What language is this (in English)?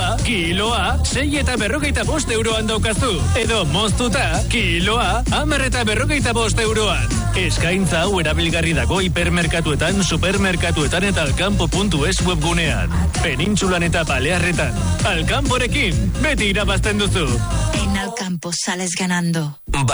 Basque